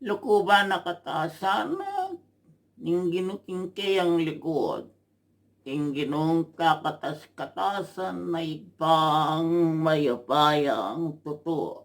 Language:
Pampanga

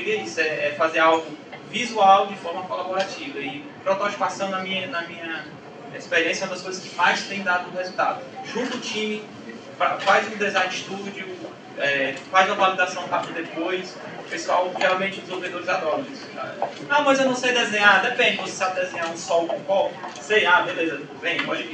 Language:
Portuguese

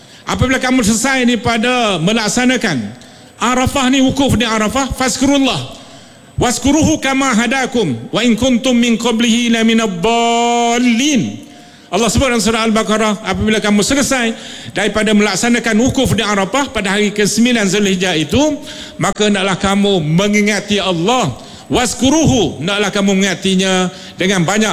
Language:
Malay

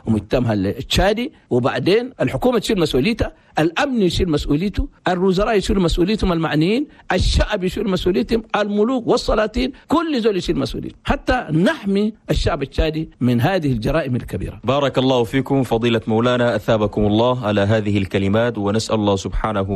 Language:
Chadian Arabic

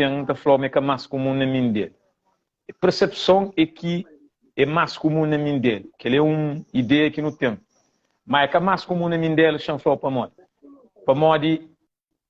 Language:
Kabuverdianu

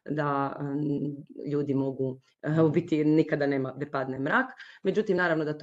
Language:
Croatian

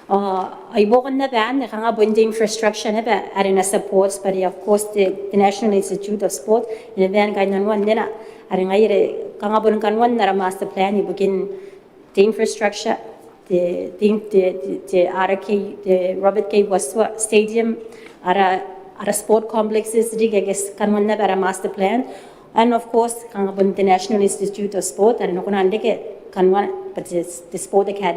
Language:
Gilbertese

